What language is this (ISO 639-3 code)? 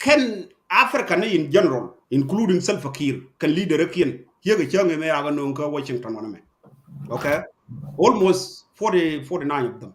nus